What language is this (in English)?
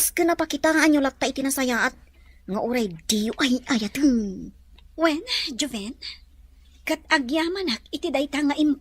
Iloko